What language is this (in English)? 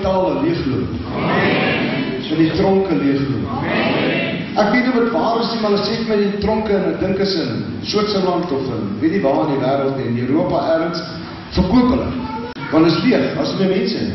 Afrikaans